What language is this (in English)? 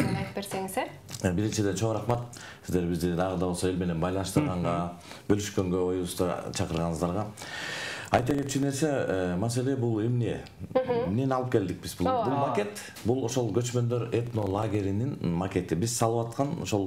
Kyrgyz